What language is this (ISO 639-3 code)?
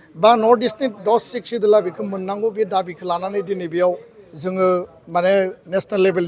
brx